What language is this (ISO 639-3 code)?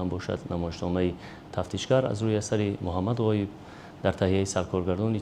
tgk